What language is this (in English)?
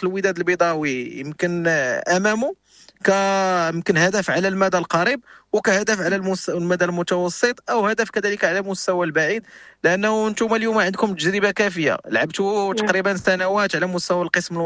Moroccan Arabic